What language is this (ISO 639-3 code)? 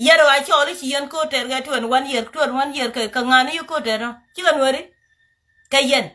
nus